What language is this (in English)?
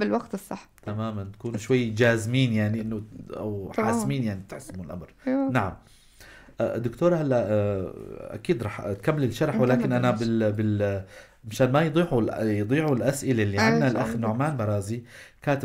North Levantine Arabic